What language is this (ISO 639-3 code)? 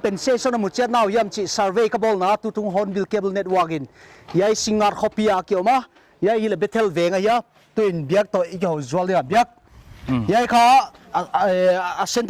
pck